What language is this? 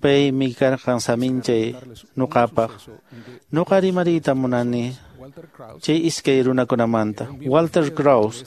Quechua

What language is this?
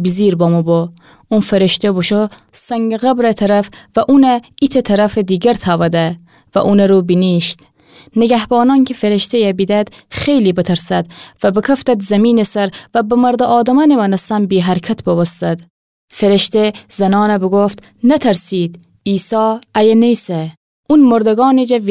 Gilaki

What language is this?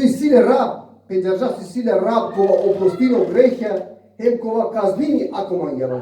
Balkan Romani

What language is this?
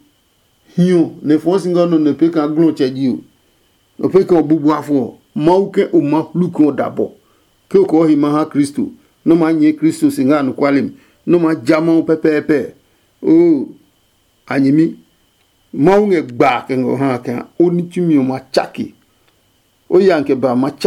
Adangme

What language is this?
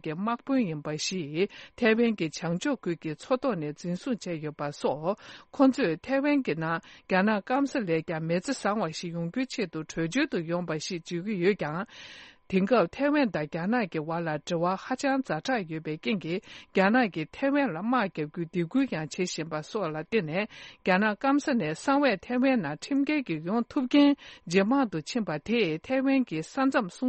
Tibetan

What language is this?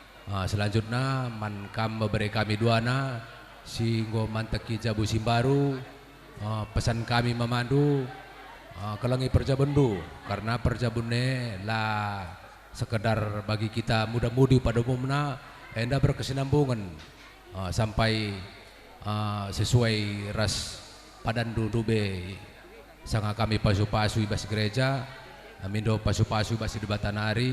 Batak Karo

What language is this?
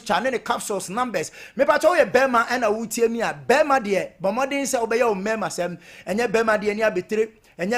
Akan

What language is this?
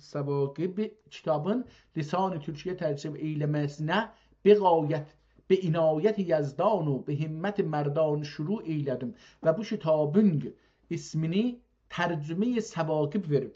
South Azerbaijani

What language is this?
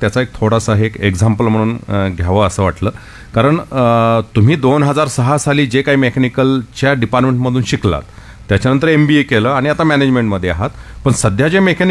Marathi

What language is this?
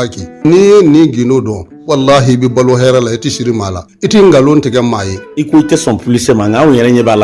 Bambara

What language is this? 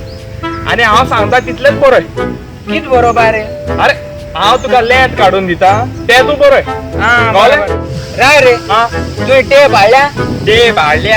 Konkani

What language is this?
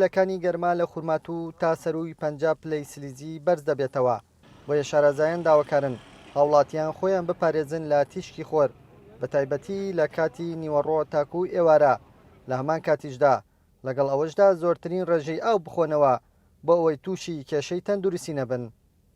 Central Kurdish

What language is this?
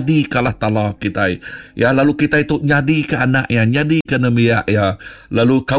Iban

